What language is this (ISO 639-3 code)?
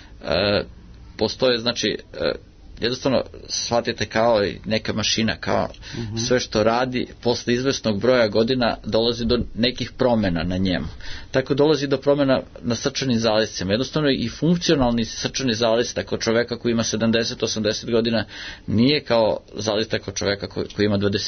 srp